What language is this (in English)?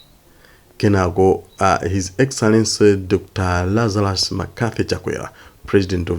Nyanja